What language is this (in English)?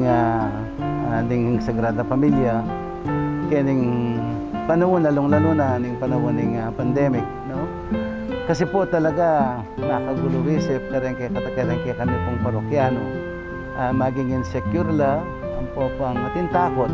Pampanga